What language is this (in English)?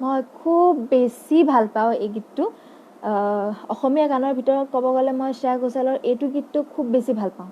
Assamese